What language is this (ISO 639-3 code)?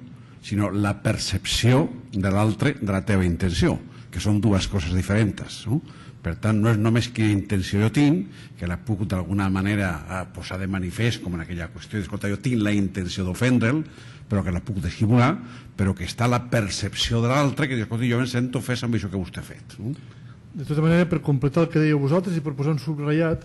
cat